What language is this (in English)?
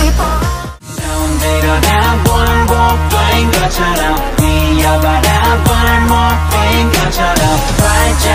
Korean